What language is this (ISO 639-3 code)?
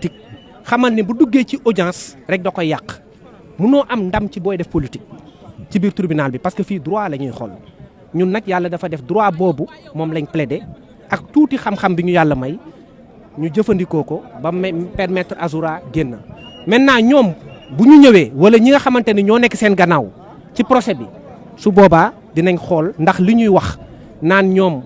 wol